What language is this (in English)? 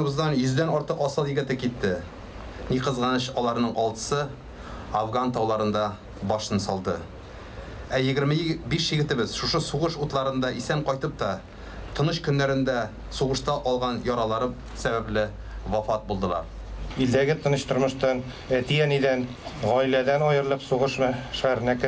Tatar